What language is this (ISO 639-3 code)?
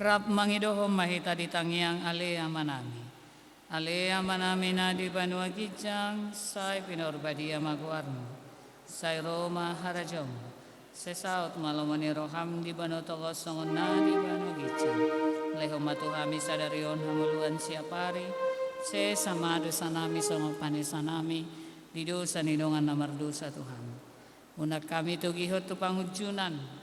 bbc